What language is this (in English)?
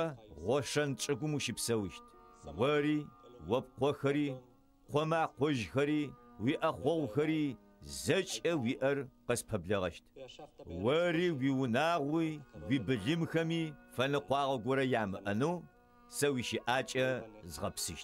Adyghe